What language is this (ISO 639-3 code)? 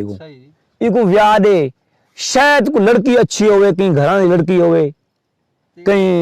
skr